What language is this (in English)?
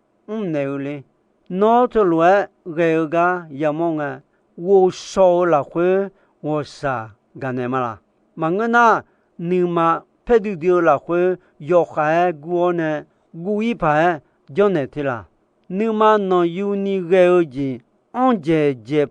Akha